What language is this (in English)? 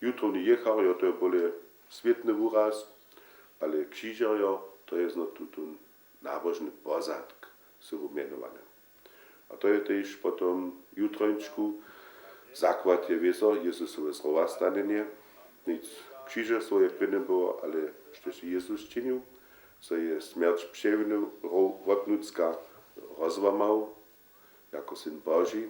Upper Sorbian